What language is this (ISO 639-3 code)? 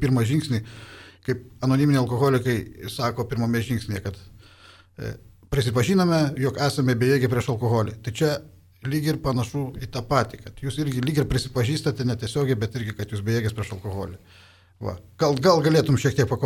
lit